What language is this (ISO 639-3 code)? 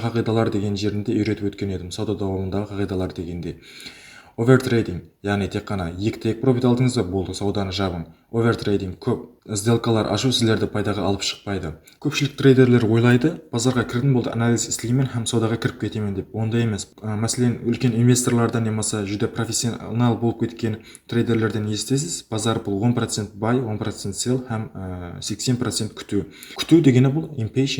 kaa